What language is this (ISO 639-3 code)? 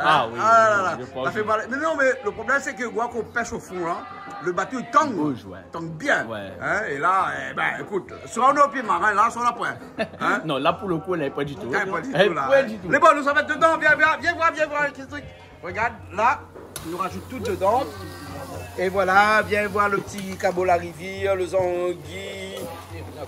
rcf